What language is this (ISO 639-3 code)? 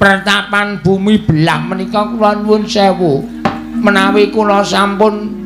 jav